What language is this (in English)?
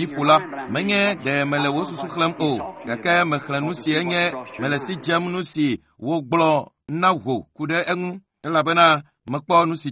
Ewe